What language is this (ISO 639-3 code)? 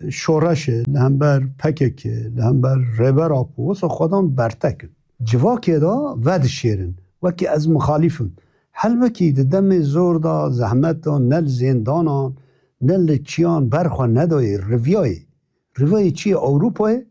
kur